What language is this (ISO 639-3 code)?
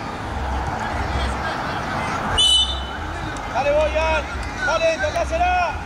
spa